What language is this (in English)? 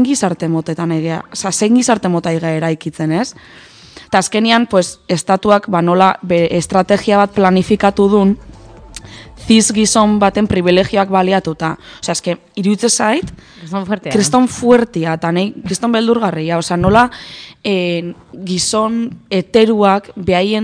Basque